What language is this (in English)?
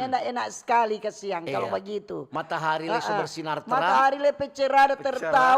Manado Malay